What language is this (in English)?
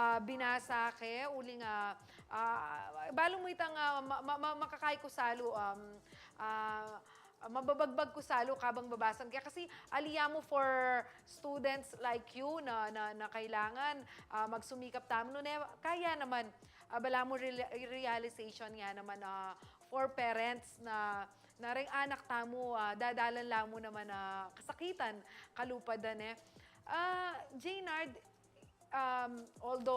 Pampanga